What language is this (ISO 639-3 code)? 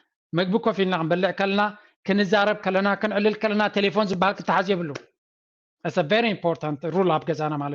tir